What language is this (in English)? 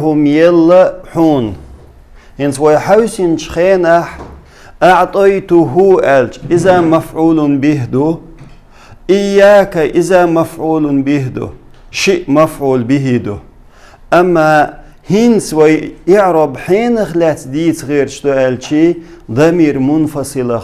Chechen